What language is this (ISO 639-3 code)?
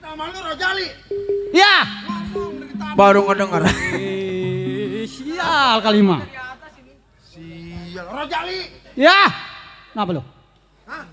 bew